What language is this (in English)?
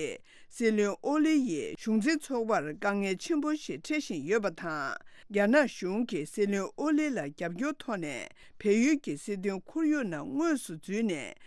Tibetan